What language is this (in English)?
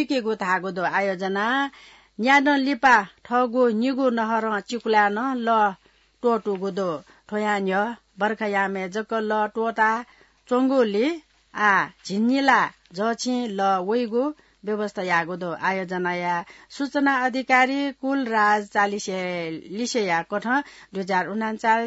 Newari